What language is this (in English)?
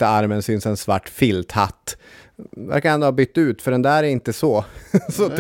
Swedish